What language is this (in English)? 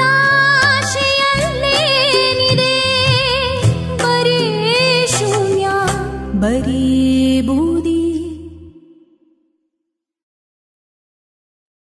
Kannada